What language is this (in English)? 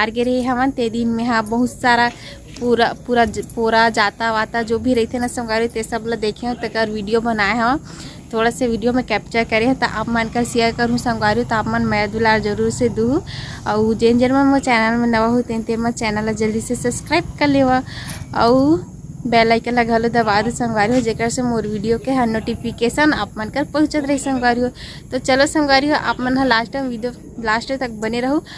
Chhattisgarhi